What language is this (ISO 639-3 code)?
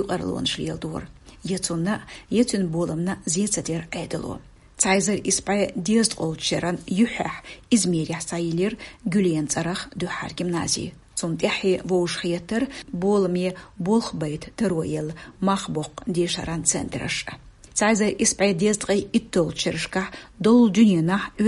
che